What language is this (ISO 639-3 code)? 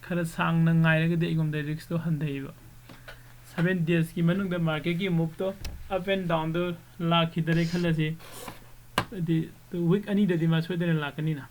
mni